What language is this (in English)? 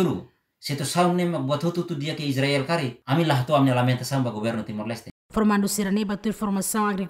Tetum